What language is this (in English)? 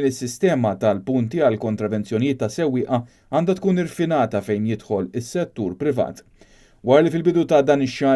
Maltese